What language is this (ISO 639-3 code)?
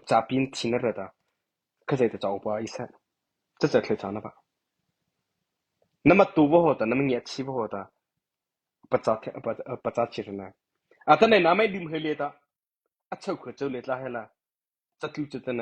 mrh